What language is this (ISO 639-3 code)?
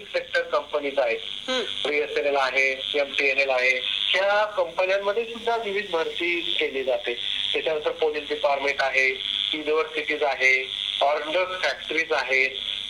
mar